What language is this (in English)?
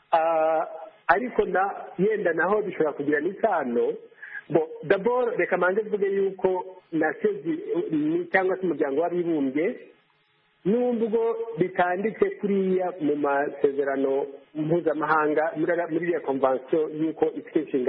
Kinyarwanda